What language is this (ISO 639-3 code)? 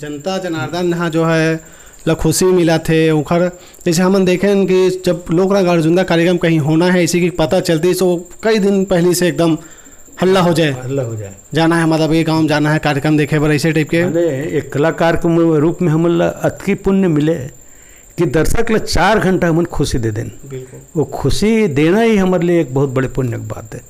hne